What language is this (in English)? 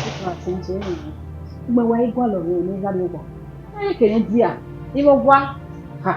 Bini